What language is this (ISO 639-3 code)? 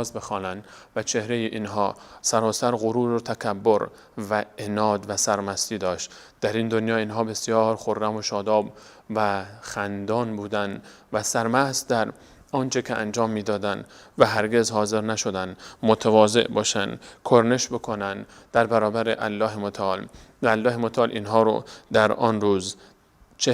fas